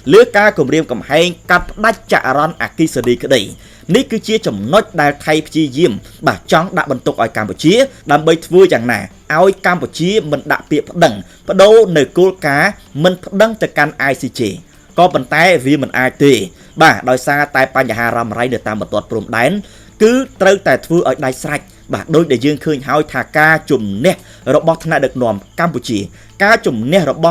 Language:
Khmer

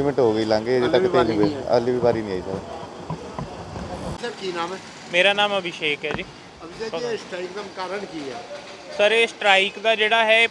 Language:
Punjabi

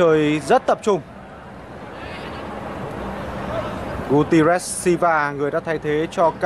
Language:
Vietnamese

